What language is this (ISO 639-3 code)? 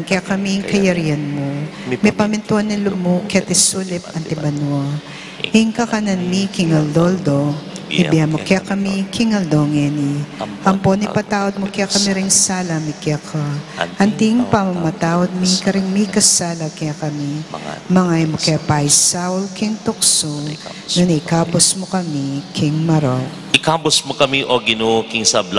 pam